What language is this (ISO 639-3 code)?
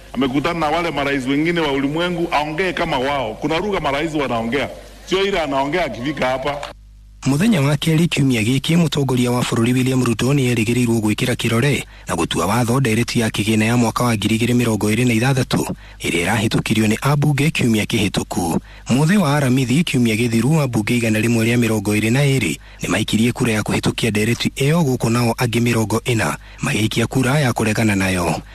kik